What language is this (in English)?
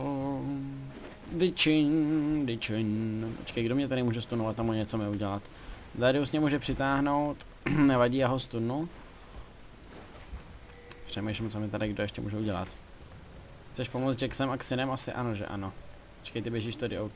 Czech